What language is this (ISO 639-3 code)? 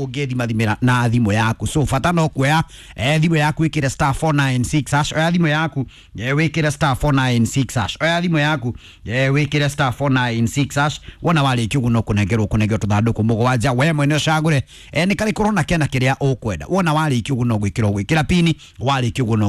kik